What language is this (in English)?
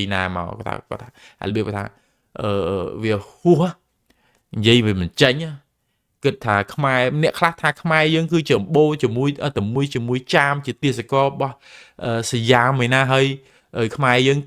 Khmer